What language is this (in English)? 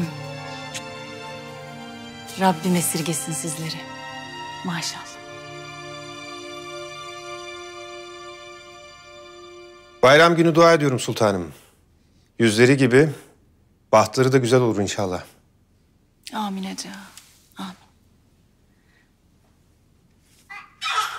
Turkish